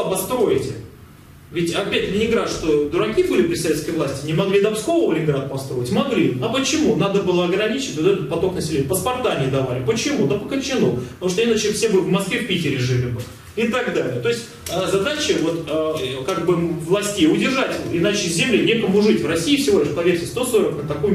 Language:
Russian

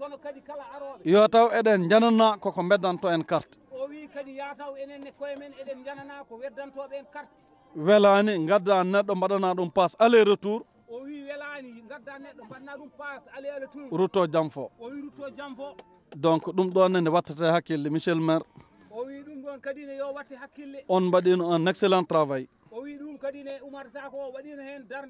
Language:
Fula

